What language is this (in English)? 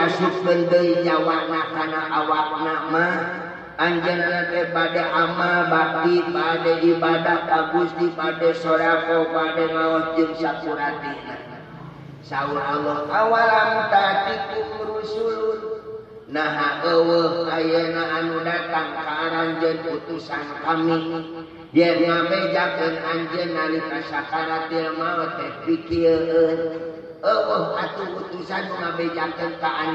Sundanese